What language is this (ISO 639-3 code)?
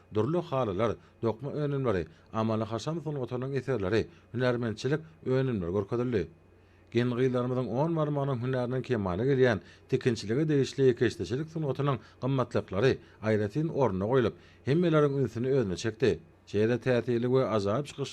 tuk